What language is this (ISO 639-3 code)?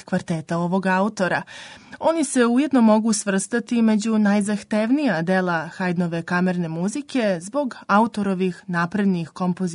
srp